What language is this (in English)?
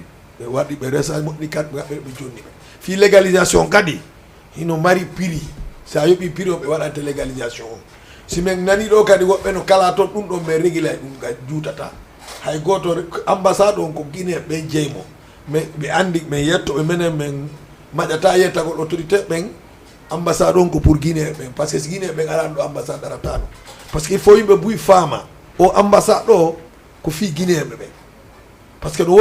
Fula